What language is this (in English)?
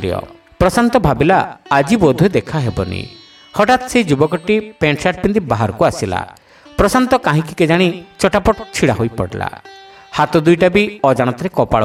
Odia